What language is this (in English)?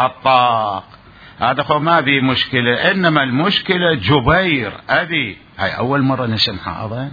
Mesopotamian Arabic